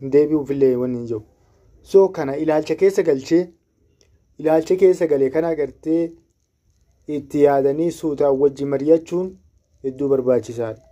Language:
Oromo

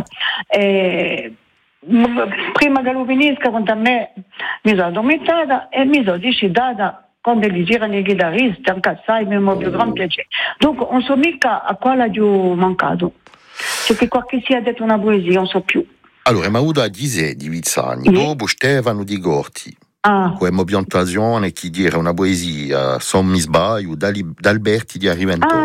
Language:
Italian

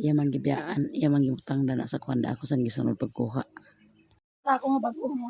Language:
Cebuano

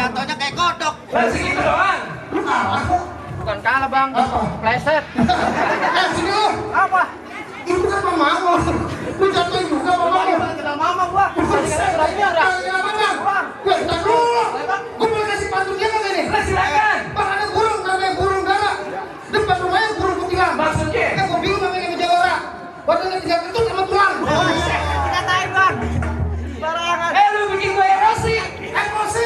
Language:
Betawi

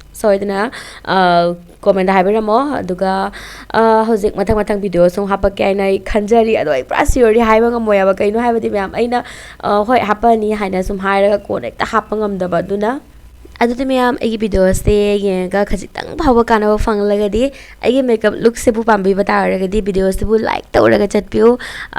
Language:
Manipuri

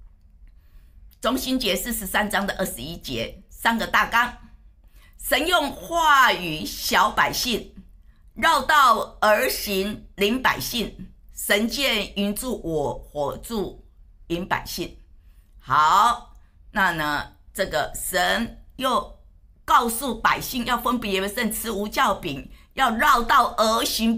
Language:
Chinese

